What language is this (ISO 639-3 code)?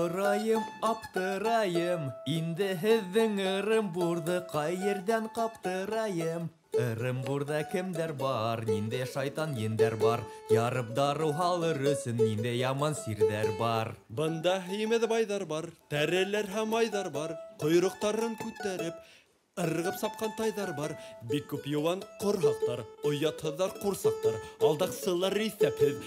bak